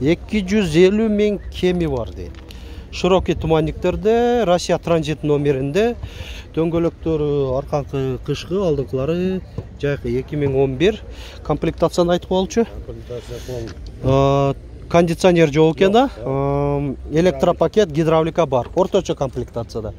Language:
Kyrgyz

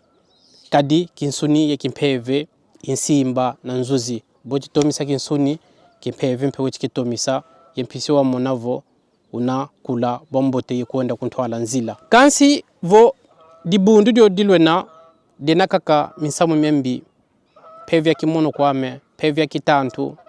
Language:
Kongo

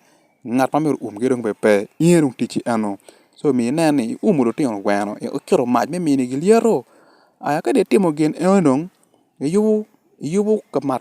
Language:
Acoli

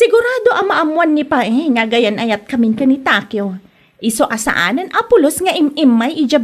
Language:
Iloko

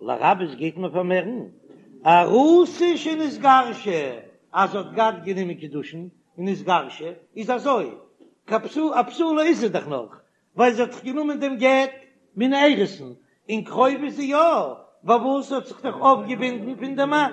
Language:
Yiddish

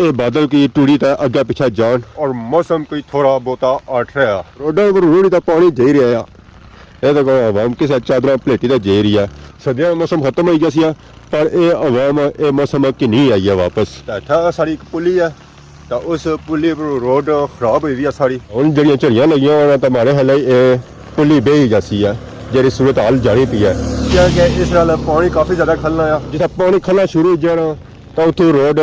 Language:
Pahari-Potwari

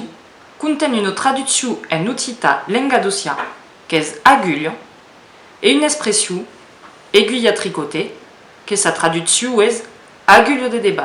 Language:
Occitan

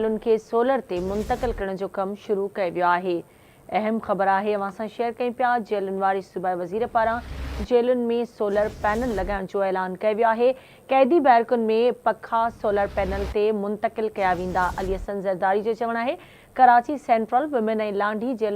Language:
Sindhi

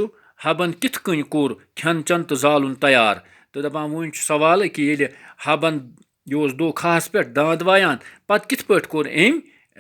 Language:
Kashmiri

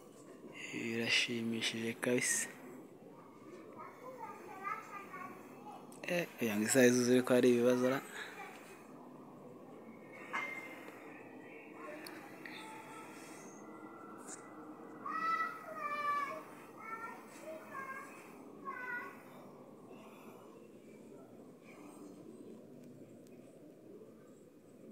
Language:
Kinyarwanda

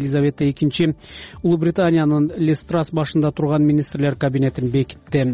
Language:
Kyrgyz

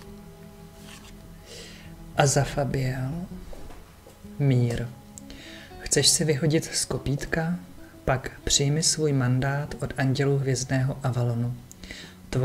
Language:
Czech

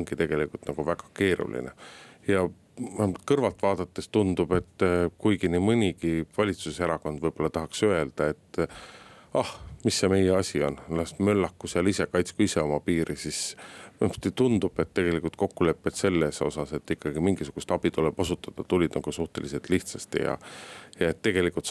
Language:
Estonian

